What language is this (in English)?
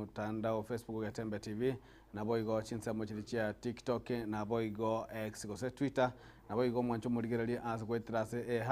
Gusii